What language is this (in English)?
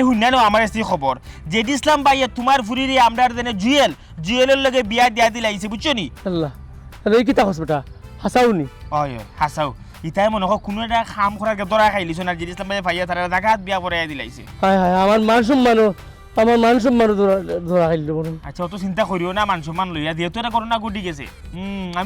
Sylheti